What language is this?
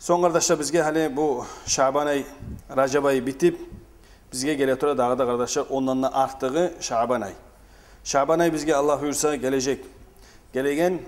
Kumyk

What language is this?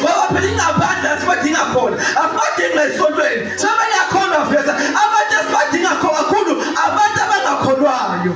Zulu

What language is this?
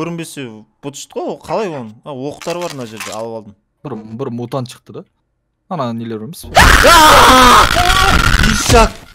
Kazakh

